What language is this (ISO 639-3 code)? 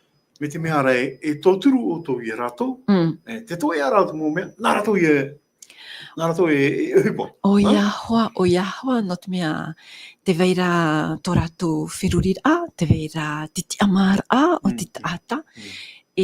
tah